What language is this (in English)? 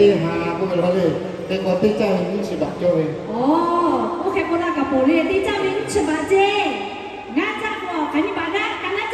Lahu